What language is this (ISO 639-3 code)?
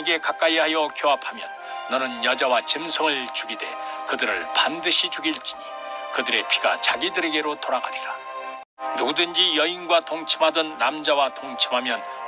kor